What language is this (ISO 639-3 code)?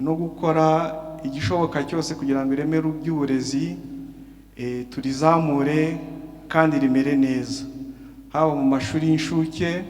kin